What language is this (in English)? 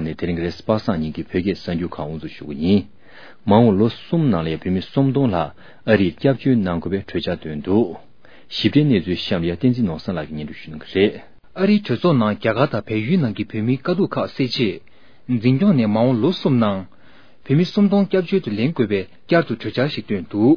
Tibetan